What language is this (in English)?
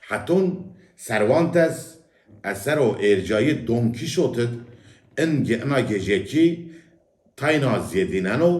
Zaza